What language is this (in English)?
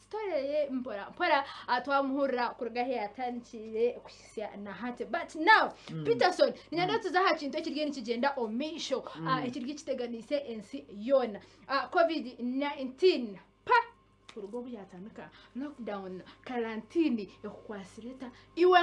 Nyankole